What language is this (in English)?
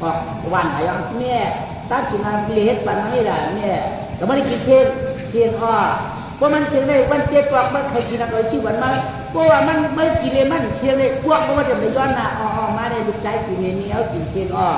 Shan